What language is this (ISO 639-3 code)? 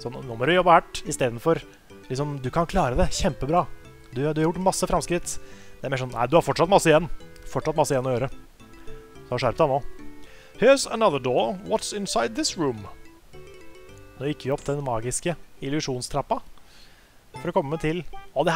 nor